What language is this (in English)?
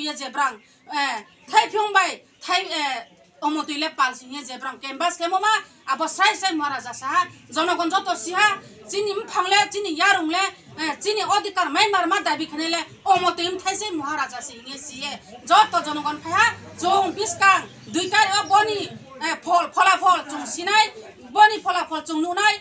Riang (India)